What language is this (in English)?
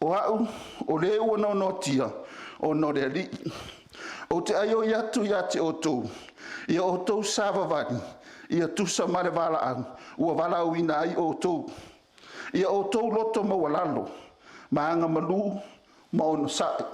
Samoan